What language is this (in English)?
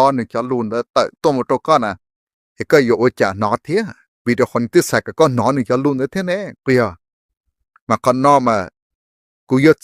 Hmong